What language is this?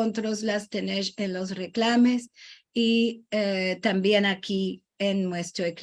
Ladino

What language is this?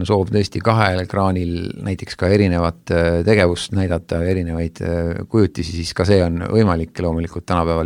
Estonian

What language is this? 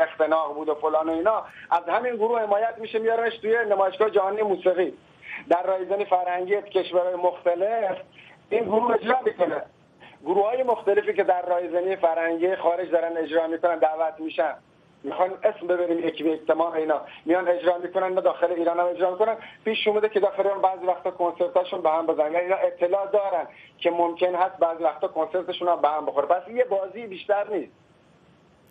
Persian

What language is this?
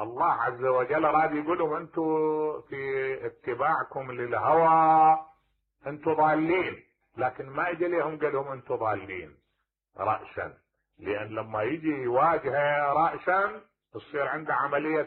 Mesopotamian Arabic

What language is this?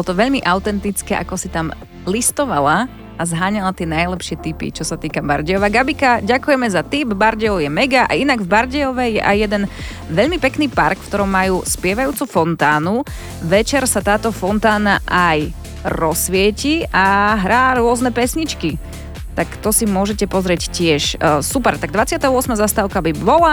Slovak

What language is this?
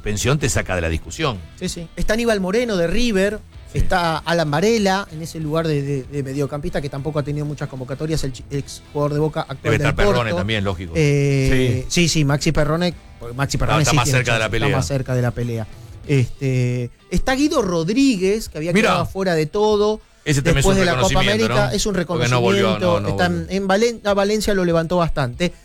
Spanish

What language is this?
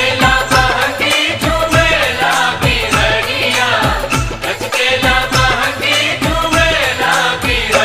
Bhojpuri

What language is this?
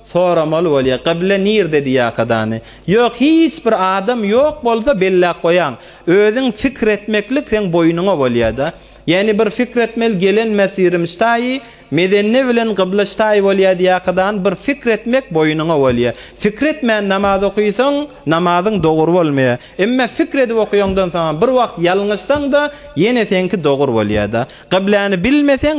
Turkmen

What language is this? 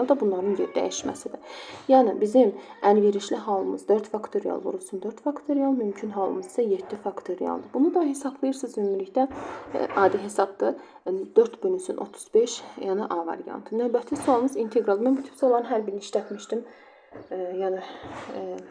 Azerbaijani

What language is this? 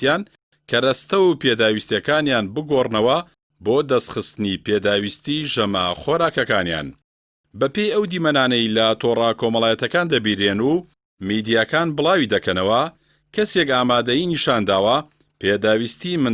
Central Kurdish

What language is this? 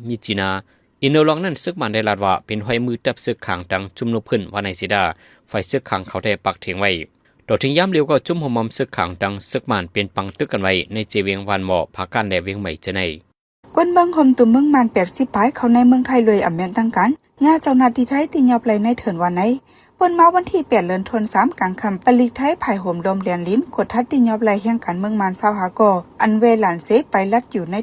Shan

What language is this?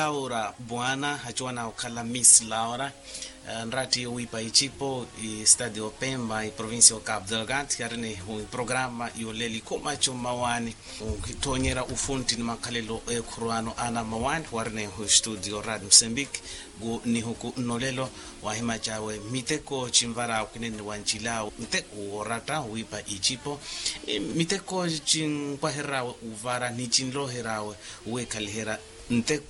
Makhuwa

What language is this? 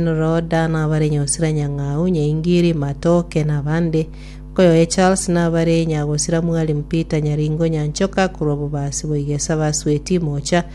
Gusii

